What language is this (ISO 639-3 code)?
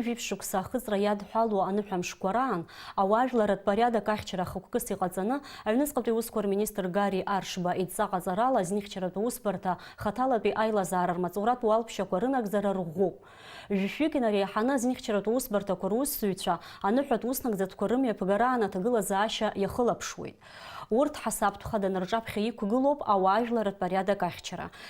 abk